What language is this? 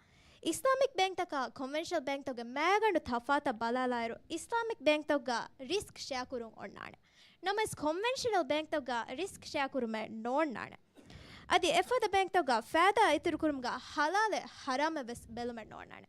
Divehi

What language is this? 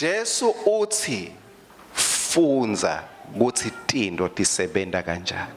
Swati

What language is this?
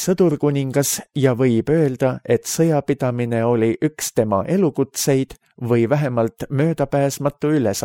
Estonian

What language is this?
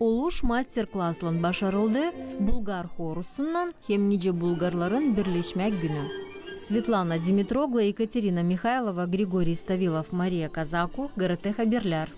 Gagauz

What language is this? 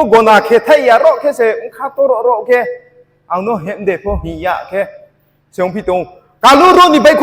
Riang (India)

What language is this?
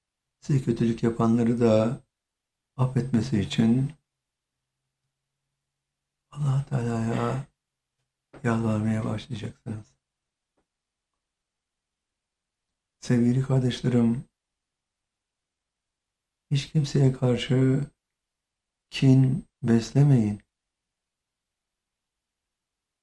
Turkish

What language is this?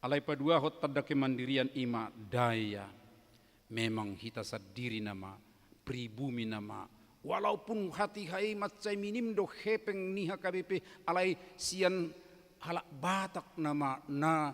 Batak Toba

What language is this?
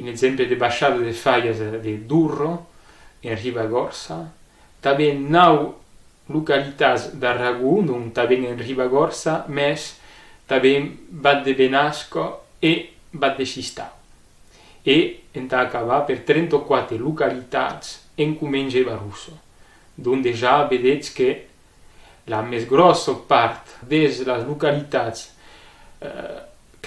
Occitan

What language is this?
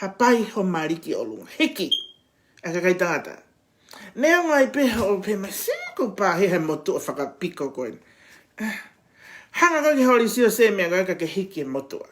Tongan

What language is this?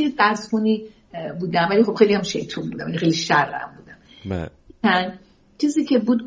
Persian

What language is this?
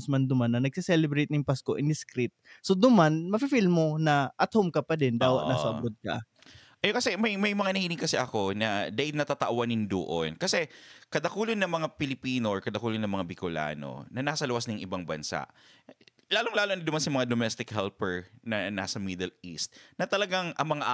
Bikol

